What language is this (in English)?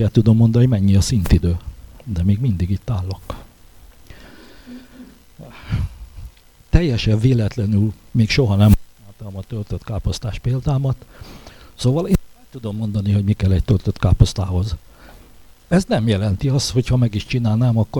Hungarian